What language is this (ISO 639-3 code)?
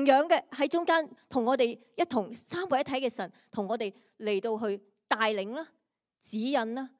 yue